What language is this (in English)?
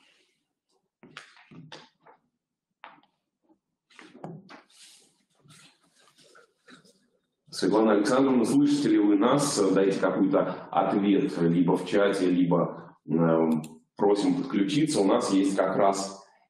Russian